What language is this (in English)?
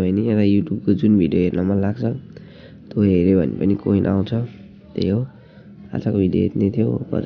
Nepali